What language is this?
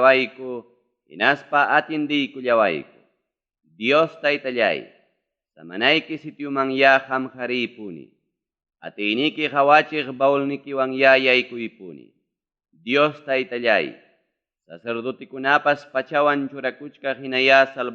Ayacucho Quechua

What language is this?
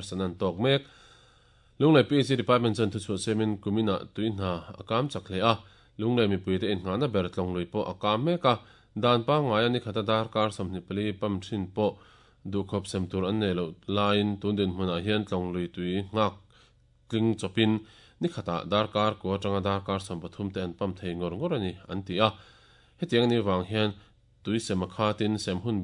Mizo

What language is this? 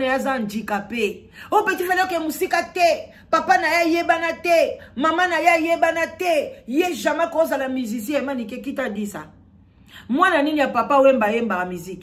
Lingala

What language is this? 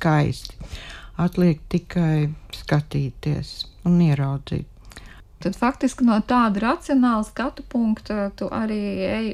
Latvian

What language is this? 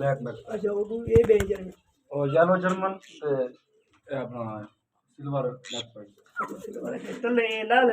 Saraiki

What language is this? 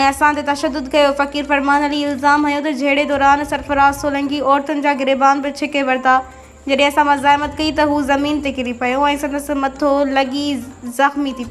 Sindhi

